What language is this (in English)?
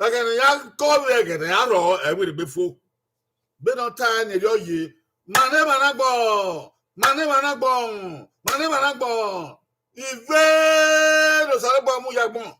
Bini